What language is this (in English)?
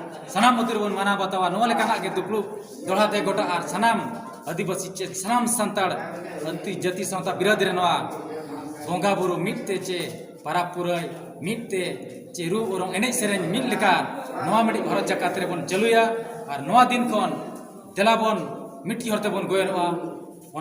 Santali